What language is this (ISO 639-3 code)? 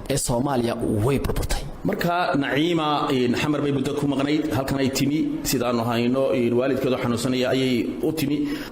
som